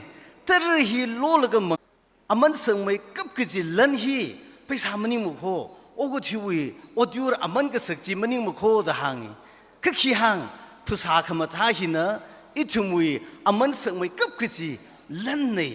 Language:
Tangkhul Naga (India)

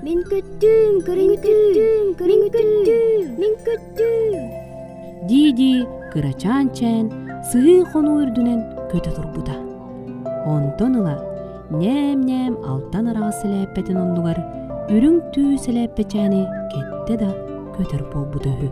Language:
Yakut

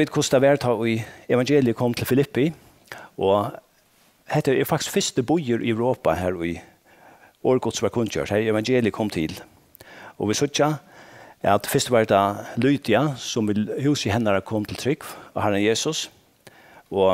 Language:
Faroese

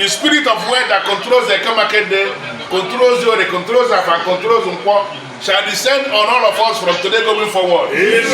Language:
Igbo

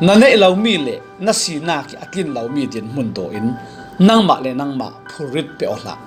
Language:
Falam Chin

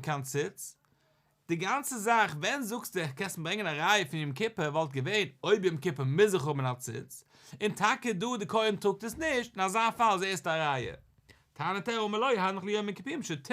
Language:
Yiddish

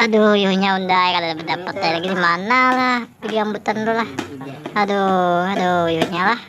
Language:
Banjar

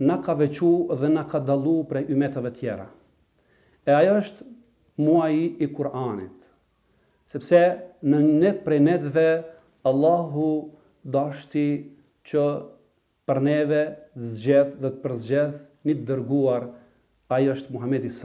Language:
Albanian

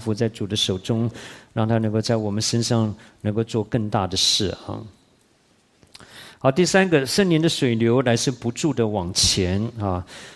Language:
Chinese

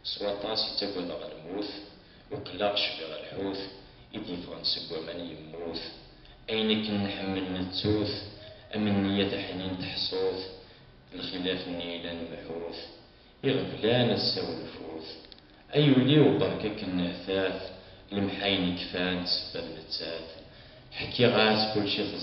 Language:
Kabyle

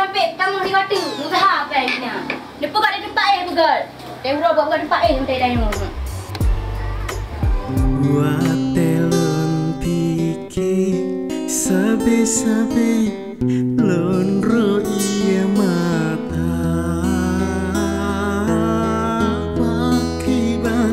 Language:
Achinese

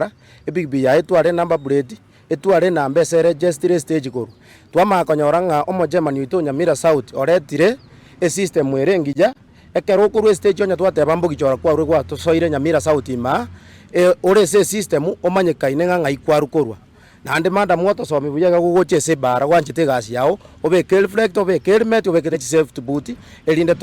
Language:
Gusii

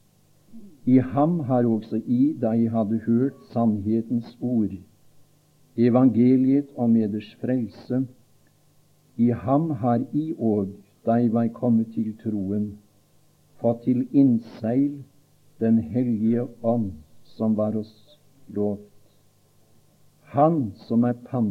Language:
Norwegian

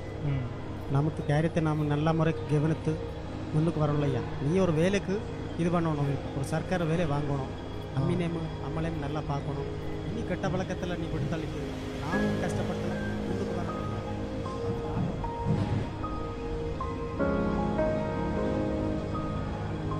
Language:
Tamil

